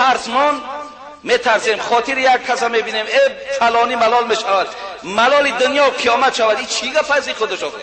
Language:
Tajik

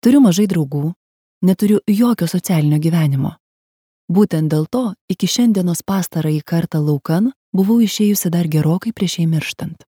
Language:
Lithuanian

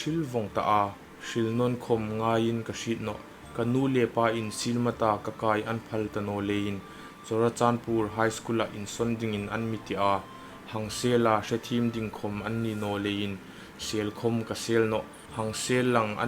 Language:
Hmar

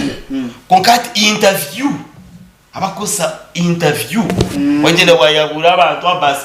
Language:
Nyankole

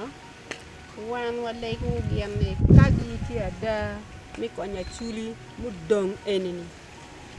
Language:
Acoli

